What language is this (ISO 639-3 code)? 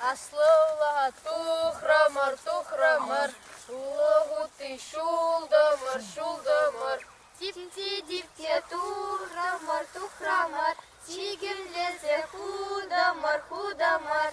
chv